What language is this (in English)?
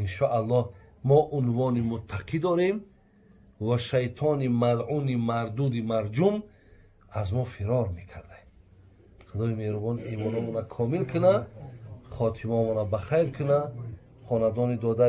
Tajik